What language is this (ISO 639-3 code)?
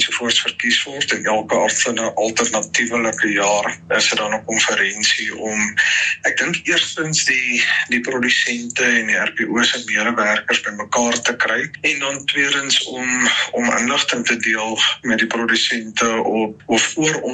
afr